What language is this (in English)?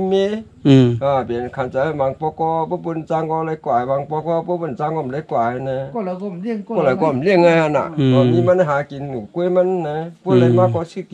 Shan